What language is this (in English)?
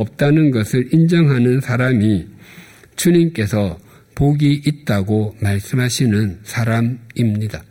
Korean